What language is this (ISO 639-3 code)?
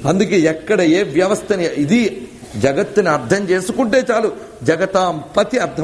tel